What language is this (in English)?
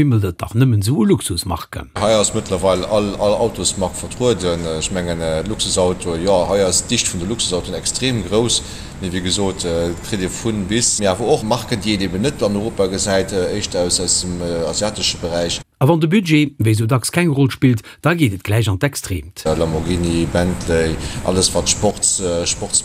Luxembourgish